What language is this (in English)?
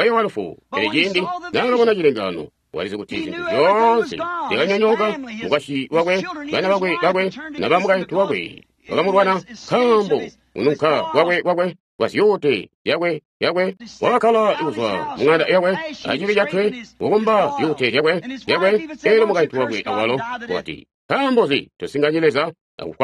Tonga (Zambia)